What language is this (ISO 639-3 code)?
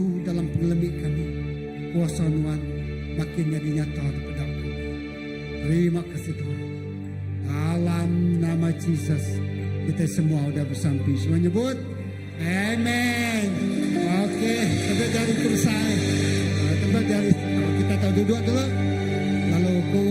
iba